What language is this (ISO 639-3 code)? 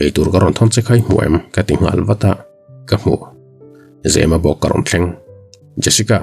lus